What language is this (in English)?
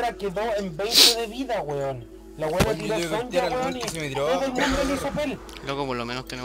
Spanish